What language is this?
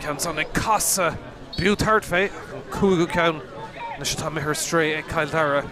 Irish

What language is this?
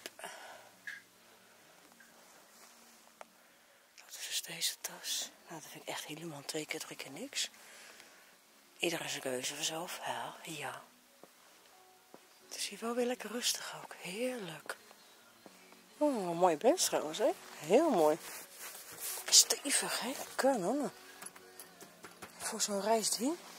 Dutch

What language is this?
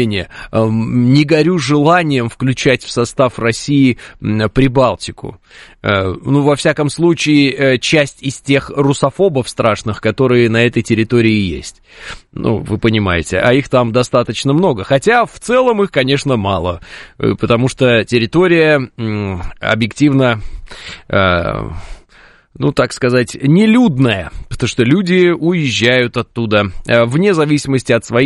Russian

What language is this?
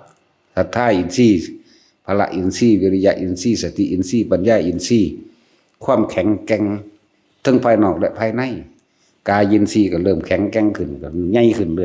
Northeastern Thai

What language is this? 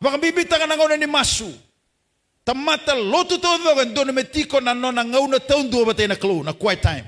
Fijian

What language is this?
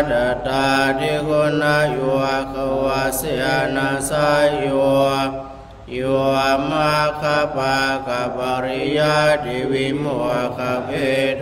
Pali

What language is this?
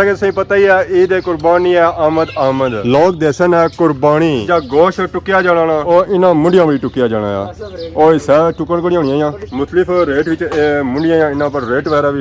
Pahari-Potwari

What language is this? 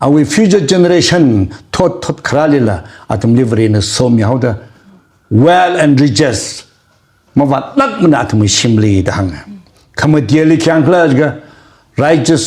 Tangkhul Naga (India)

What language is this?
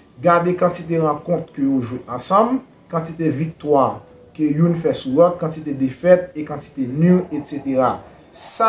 Haitian Creole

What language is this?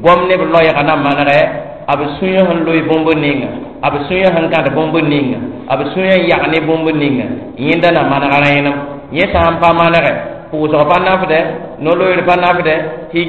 Mossi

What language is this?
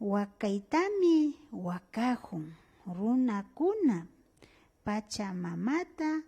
Imbabura Highland Quichua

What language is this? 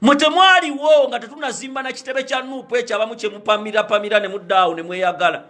Ganda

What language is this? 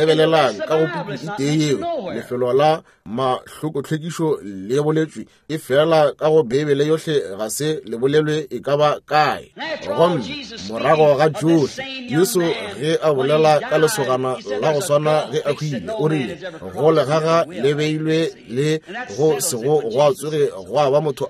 Northern Sotho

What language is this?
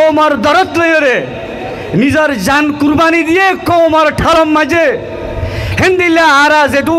Rohingya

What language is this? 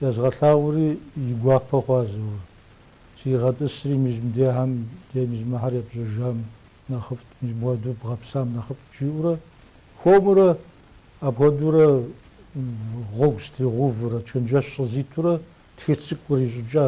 Kabardian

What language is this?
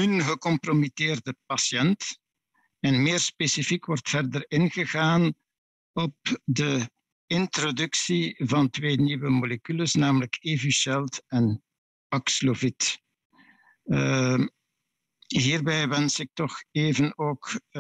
Dutch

